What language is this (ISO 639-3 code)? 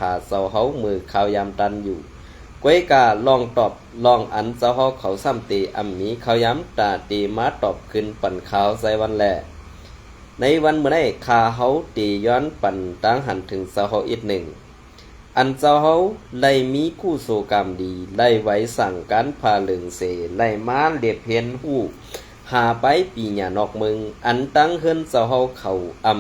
shn